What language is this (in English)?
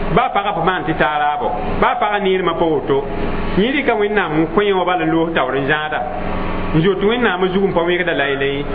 Mossi